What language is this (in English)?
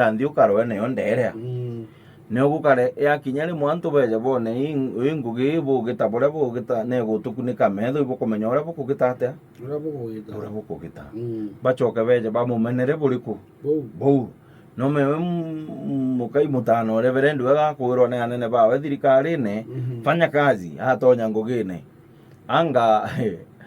Meru